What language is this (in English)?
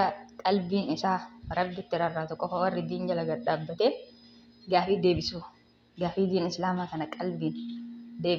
Oromo